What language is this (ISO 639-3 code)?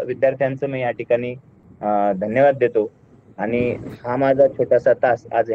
mar